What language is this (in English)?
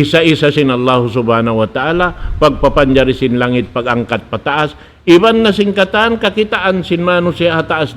Tausug